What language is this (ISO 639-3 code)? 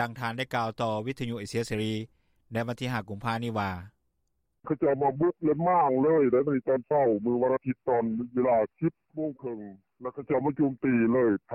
lao